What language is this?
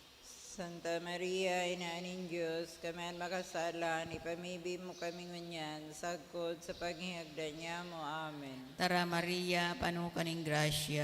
Bikol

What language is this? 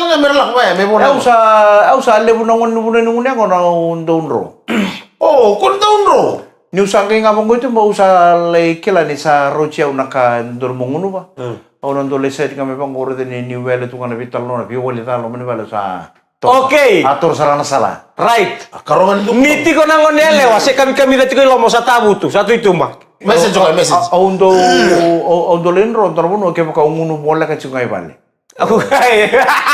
Fijian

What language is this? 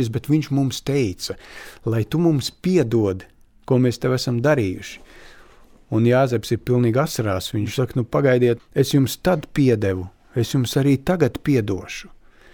Latvian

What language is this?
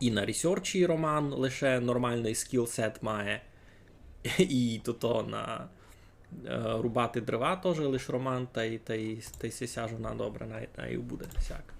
Rusyn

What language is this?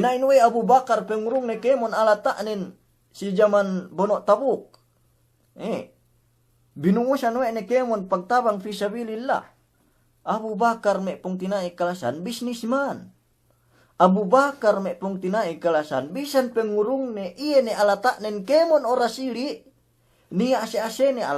Yakan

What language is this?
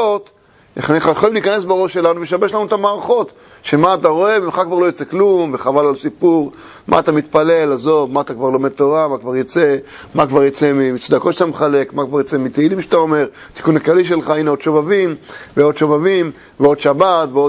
Hebrew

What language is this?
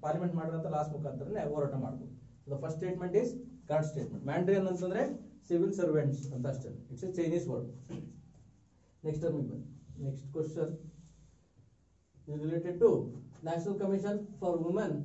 Kannada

